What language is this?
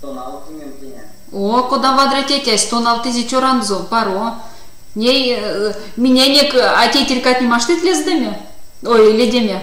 Erzya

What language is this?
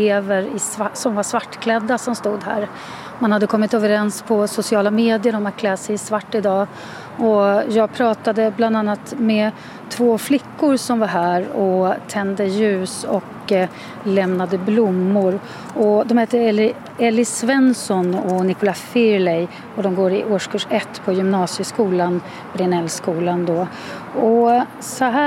Swedish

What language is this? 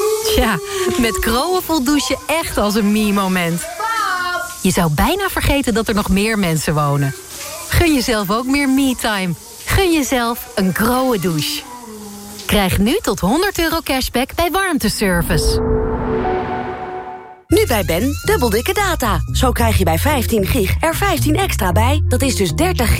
Dutch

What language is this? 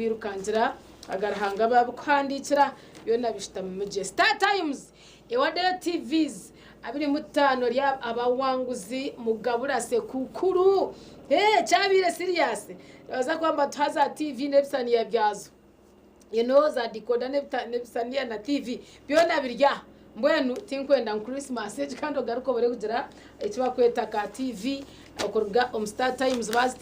Nyankole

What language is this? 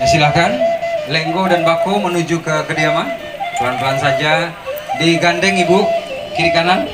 Minangkabau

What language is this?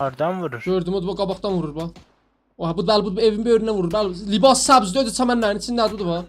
South Azerbaijani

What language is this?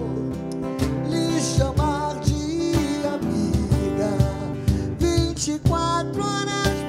Portuguese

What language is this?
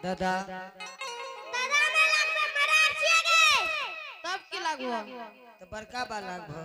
Angika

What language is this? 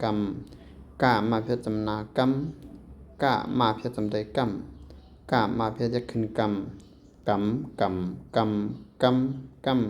Shan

